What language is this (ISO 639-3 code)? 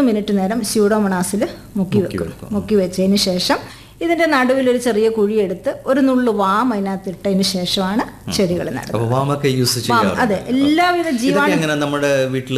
mal